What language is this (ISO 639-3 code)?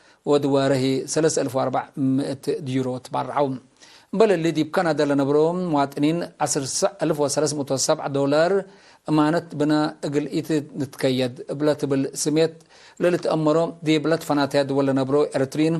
tig